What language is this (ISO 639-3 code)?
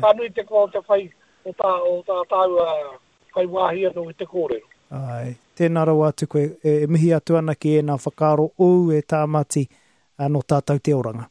mri